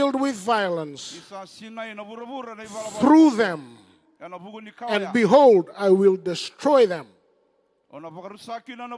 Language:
Fijian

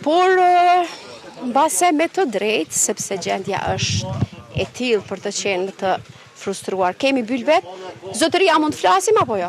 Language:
Albanian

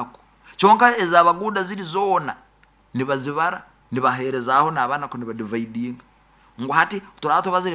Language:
Nyoro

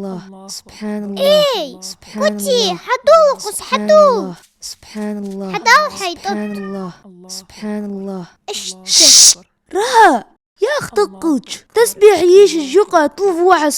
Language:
Ingush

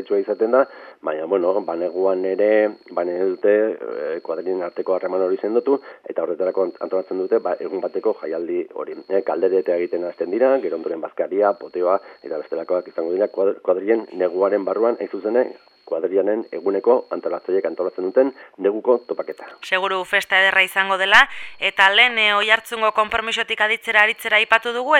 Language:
Basque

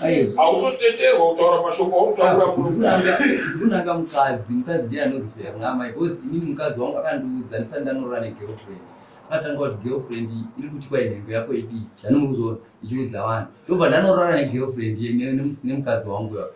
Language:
Shona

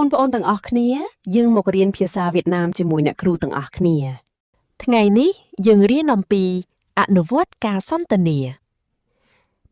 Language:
Khmer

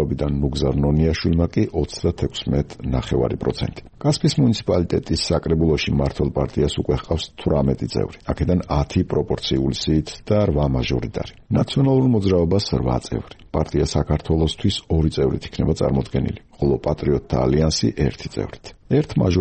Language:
Georgian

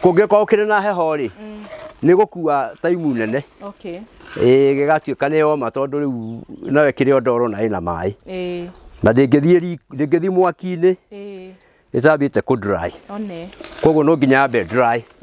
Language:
Kikuyu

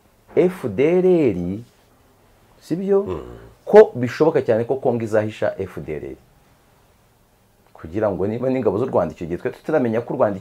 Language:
Kinyarwanda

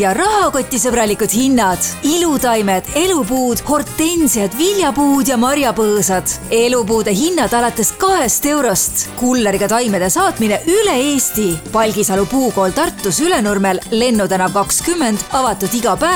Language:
Estonian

